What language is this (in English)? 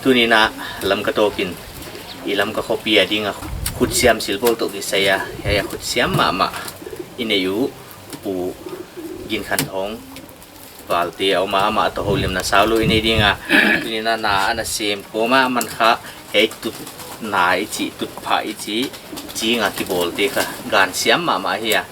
Paite Chin